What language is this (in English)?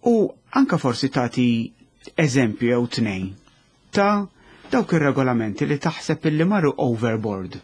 Maltese